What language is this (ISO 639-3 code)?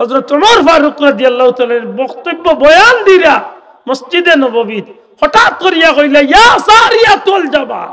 syl